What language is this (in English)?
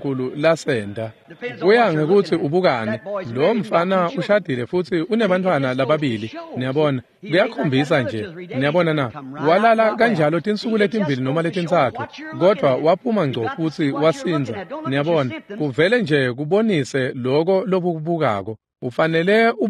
Swati